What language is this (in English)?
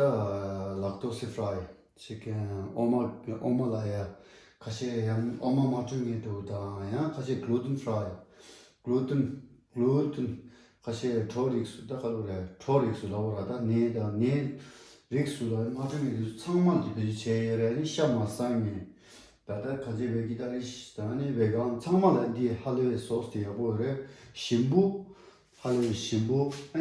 Tibetan